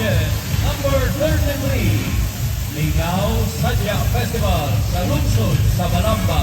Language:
Cebuano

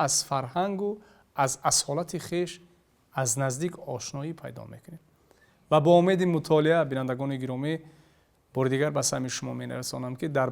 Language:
Tajik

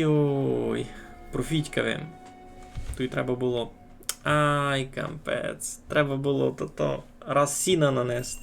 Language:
Rusyn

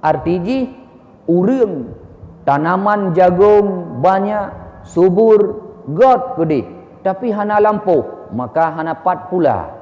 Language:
Achinese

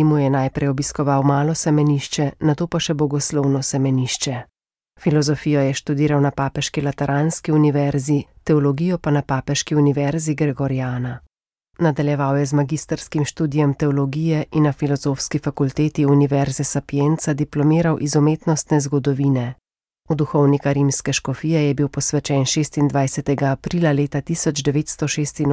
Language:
Slovenian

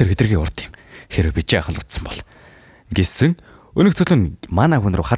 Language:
Mongolian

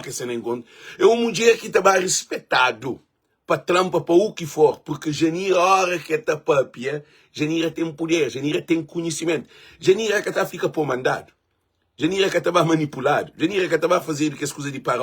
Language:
Kabuverdianu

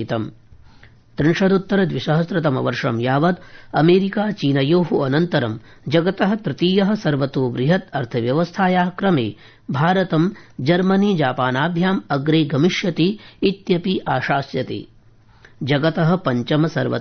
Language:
Sanskrit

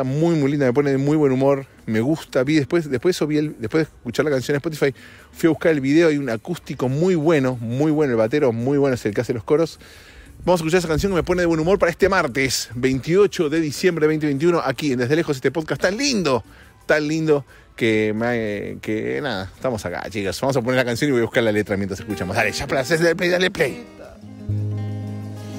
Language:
Spanish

